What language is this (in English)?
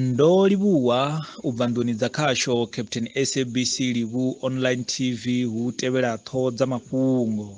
Venda